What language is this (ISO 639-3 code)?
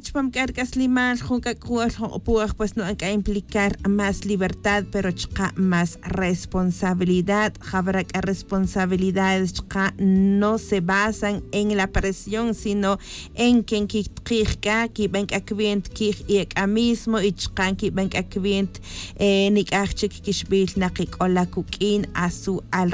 tzj